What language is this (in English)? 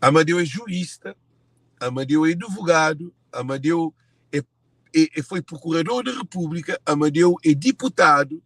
Kabuverdianu